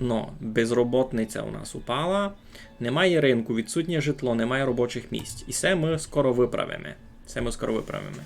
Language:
Rusyn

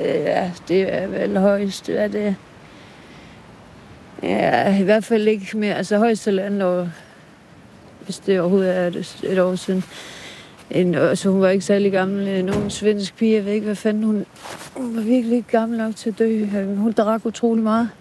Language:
Danish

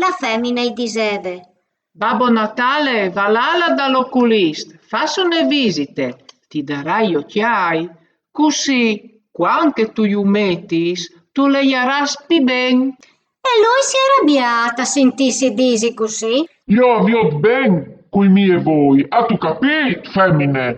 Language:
Friulian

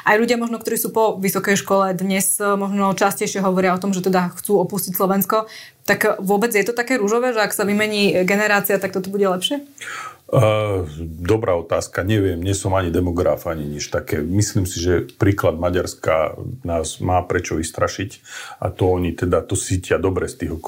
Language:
Slovak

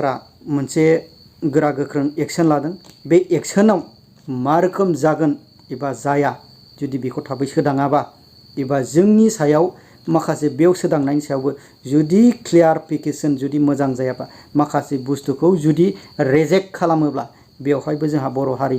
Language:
Bodo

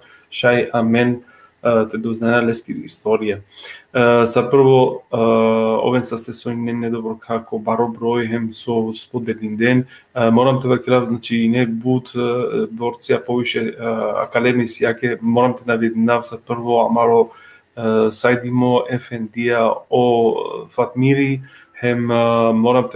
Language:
Balkan Romani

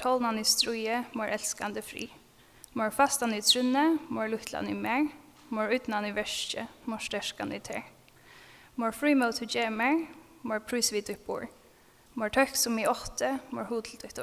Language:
Faroese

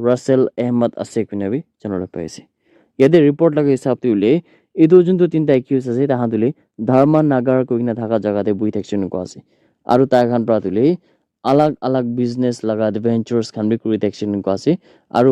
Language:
Naga Pidgin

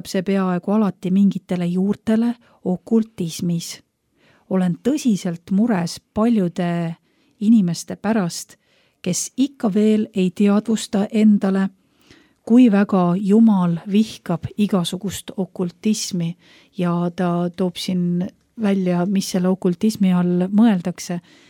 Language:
Estonian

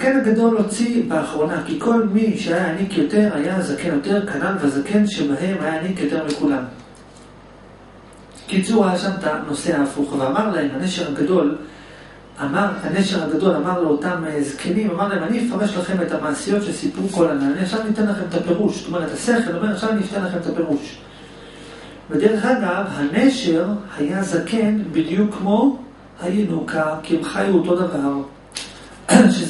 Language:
Hebrew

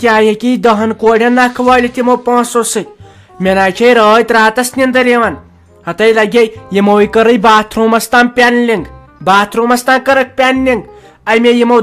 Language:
Kashmiri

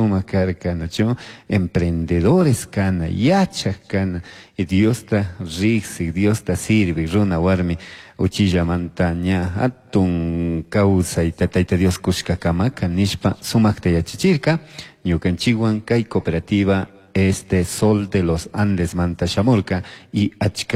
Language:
Chimborazo Highland Quichua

